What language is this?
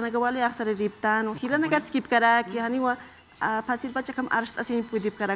Aymara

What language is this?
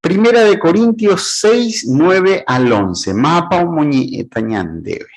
Guarani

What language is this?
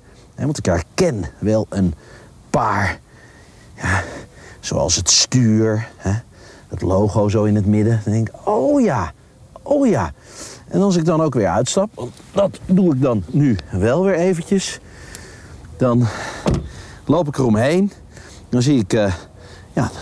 Dutch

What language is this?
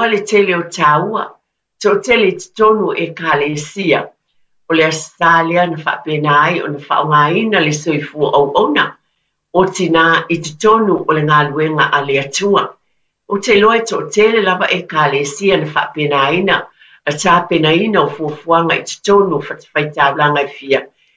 Samoan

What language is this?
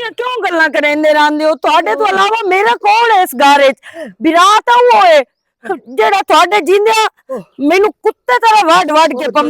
Western Panjabi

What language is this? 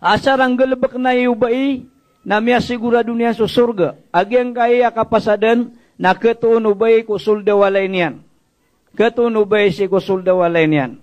Maranao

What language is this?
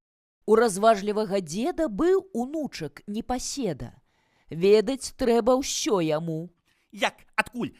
Belarusian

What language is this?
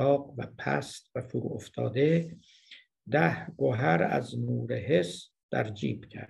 Persian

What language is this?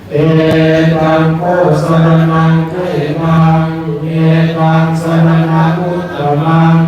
Pali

